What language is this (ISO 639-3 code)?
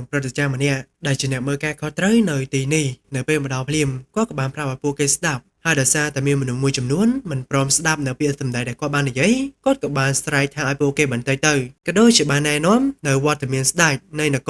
khm